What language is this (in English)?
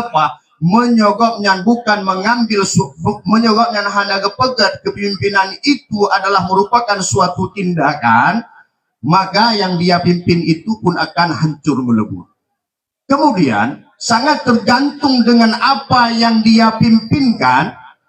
Achinese